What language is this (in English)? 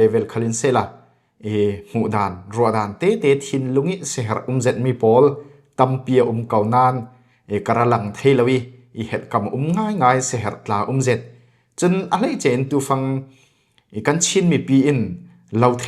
Falam Chin